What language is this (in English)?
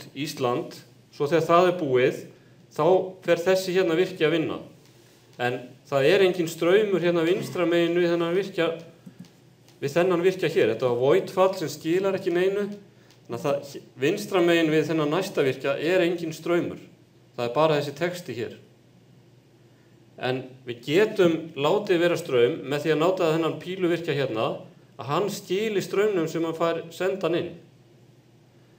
Icelandic